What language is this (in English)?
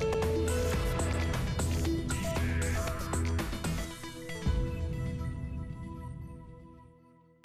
Tatar